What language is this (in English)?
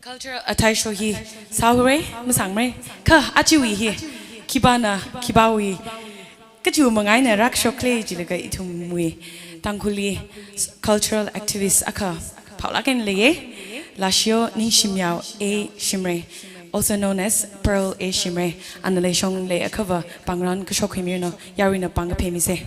Tangkhul Naga (India)